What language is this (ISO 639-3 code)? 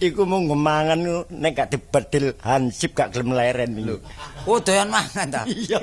jav